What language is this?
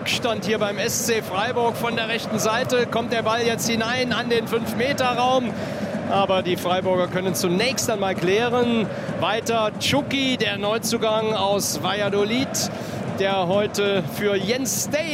German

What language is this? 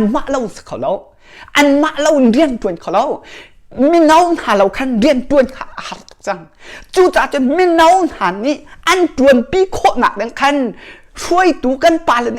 Hakha Chin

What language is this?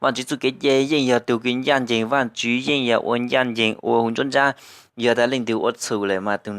Hmong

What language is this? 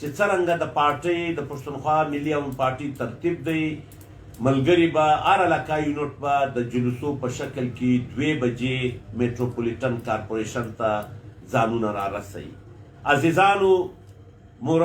Pashto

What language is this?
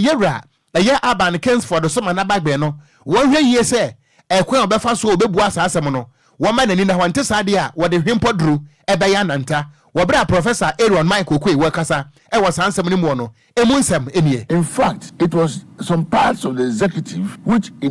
Akan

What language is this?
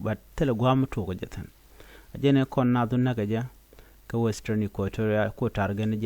Nuer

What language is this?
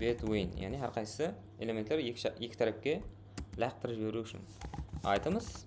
Kara-Kalpak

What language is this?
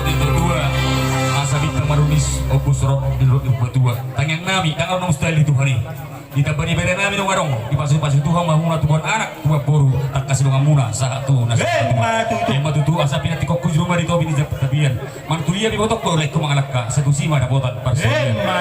Batak Toba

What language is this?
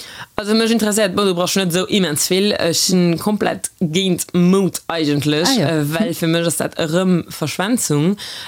Luxembourgish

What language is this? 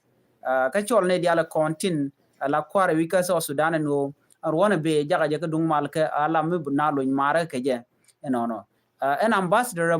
Nuer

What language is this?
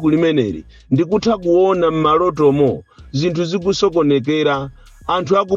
Nyanja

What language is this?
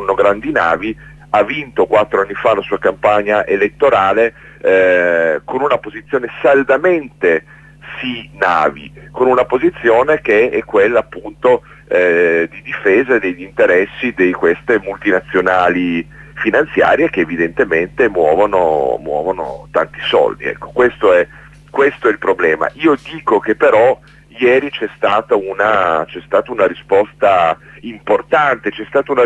Italian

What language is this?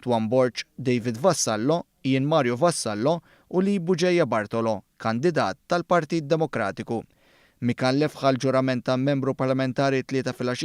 Maltese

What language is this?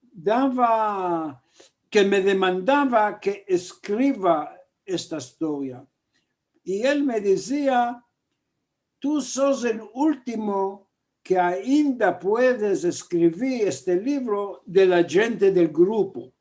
Ladino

